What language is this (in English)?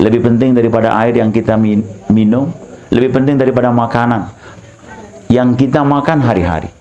Sasak